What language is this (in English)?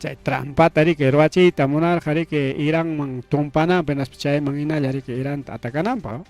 Ayacucho Quechua